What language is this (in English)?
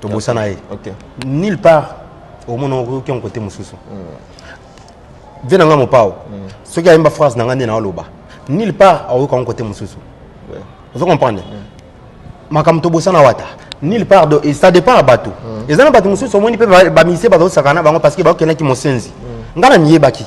Lingala